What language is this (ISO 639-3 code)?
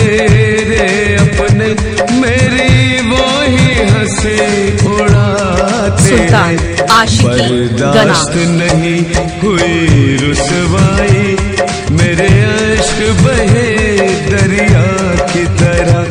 hin